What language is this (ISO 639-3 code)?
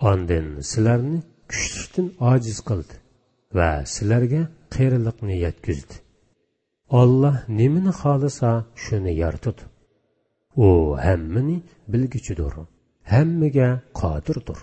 uig